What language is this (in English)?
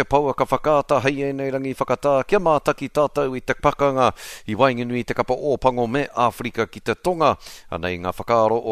Māori